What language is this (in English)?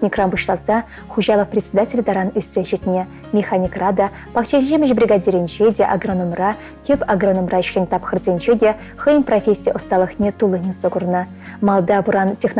Chuvash